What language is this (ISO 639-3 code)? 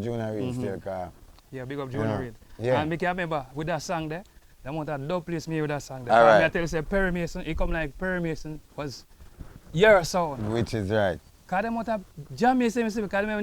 jam